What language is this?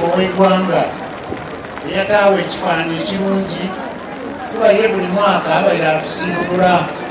Soga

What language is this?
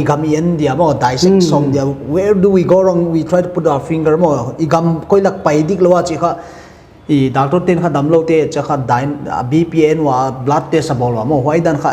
Paite Chin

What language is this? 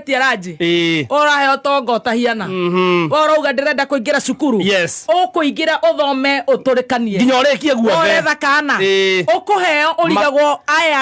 Kikuyu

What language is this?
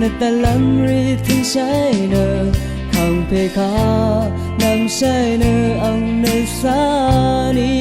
Rawang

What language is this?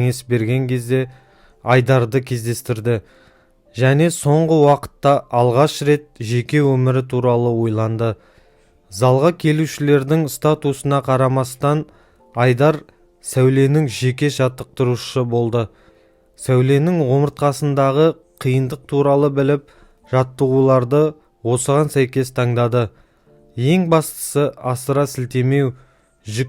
Kazakh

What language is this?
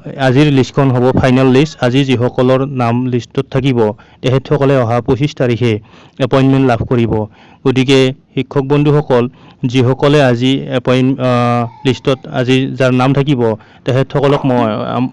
Assamese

